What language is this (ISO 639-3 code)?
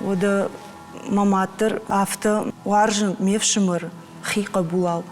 oss